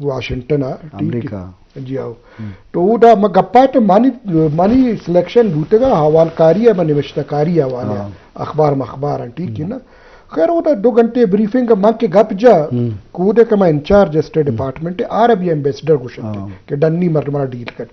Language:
Eastern Balochi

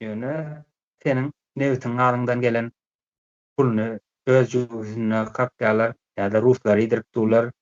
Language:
Turkmen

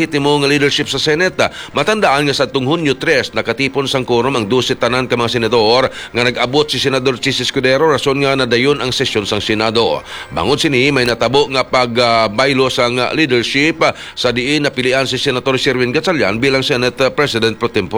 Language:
Hiligaynon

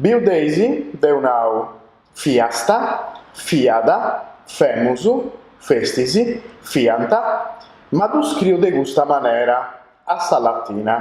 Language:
Sardinian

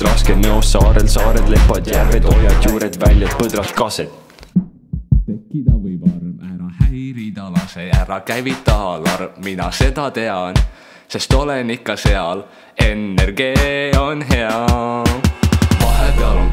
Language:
Estonian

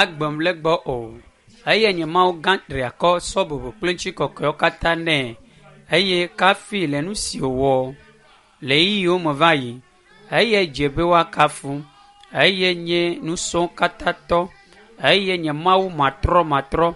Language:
Ewe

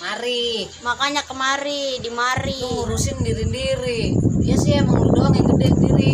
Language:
Betawi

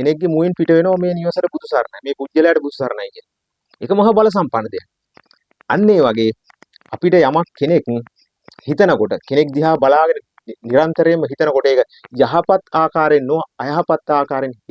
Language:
Sinhala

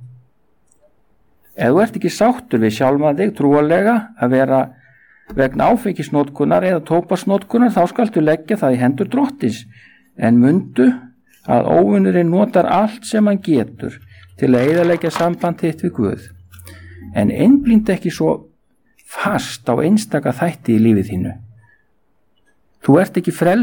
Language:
Icelandic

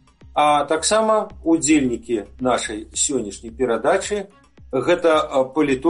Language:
Belarusian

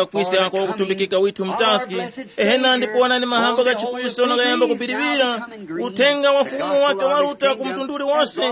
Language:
Tumbuka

